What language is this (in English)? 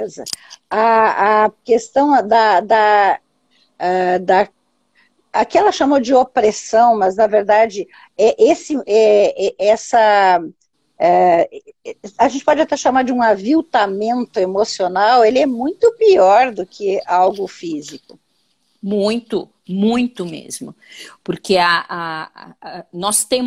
Portuguese